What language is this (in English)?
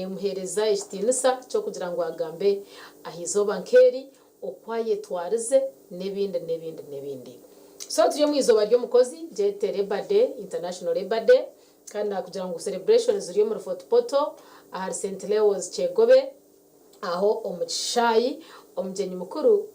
Nyankole